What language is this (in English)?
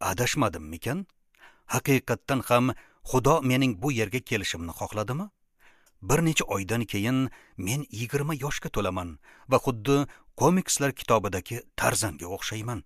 Uzbek